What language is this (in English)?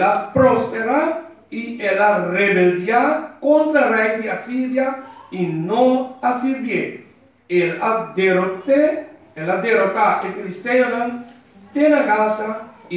Papiamento